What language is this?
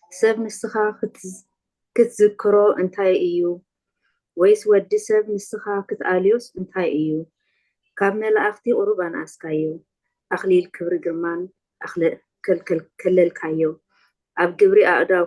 Tigrinya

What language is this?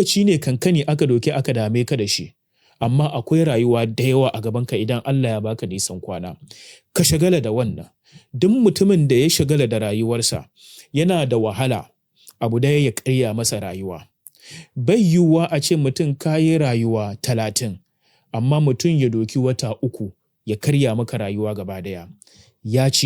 Hausa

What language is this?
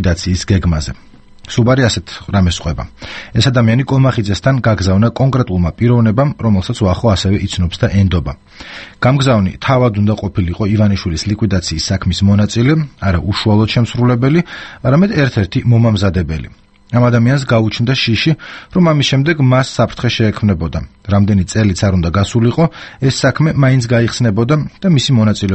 Georgian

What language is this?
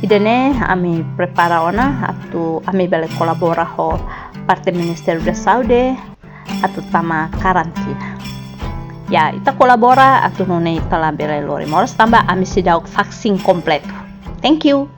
Tetum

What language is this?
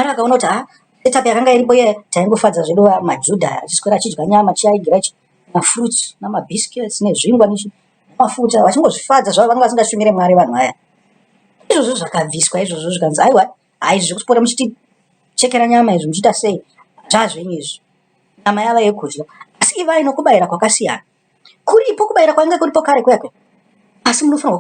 Shona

